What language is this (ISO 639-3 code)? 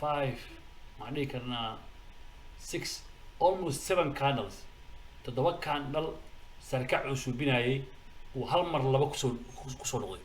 som